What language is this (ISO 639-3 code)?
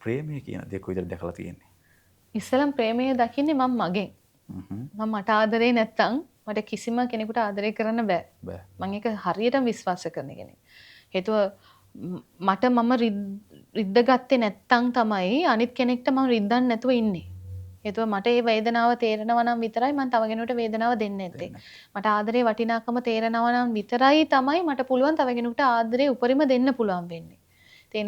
sin